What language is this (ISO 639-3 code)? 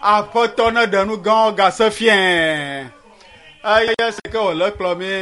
ewe